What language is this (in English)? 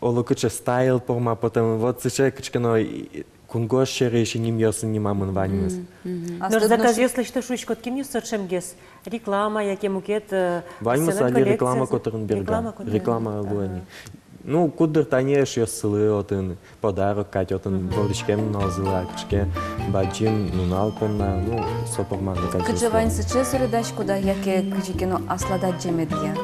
Udmurt